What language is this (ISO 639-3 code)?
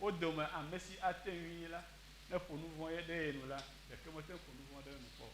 ewe